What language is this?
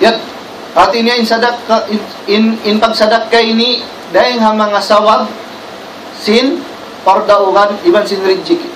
Tausug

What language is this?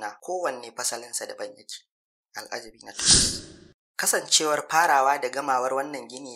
Hausa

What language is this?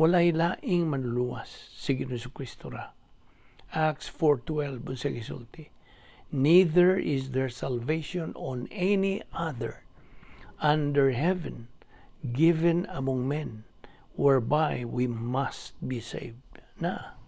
Cebuano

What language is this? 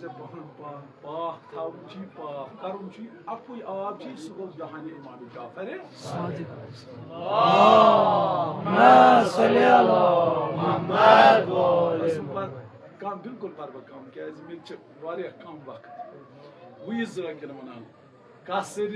Kashmiri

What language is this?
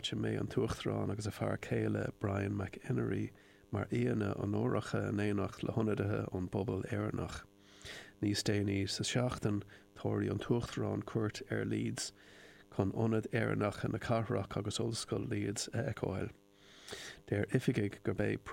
Irish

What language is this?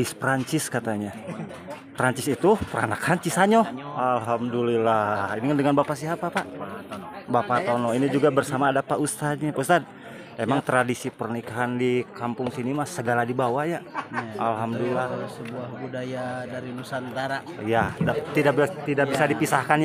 Indonesian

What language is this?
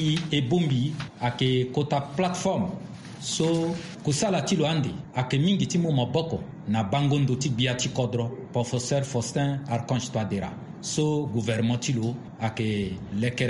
Sango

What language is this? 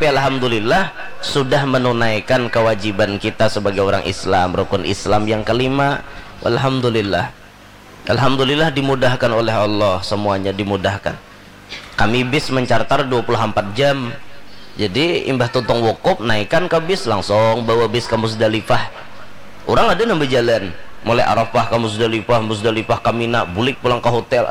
Banjar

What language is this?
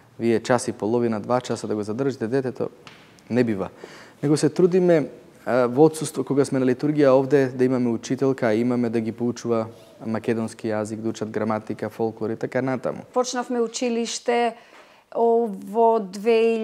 Macedonian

